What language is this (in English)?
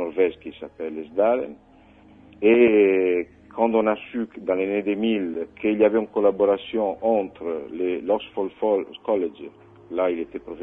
French